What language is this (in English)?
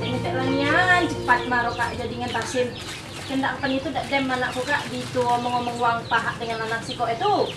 Musi